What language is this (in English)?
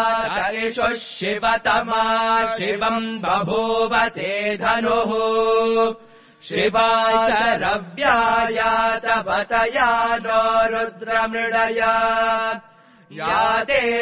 Sanskrit